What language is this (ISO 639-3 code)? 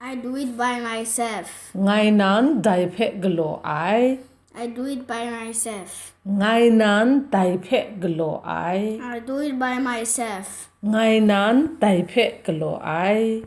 kac